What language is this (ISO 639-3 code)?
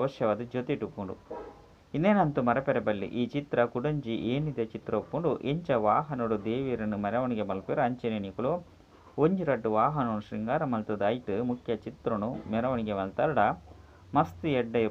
tcy